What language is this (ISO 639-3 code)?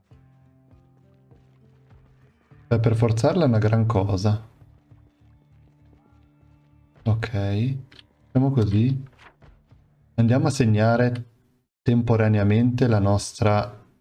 ita